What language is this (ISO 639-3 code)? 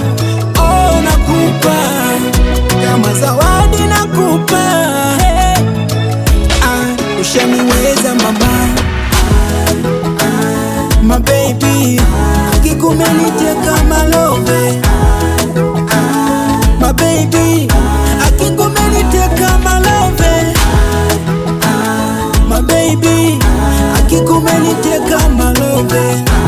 swa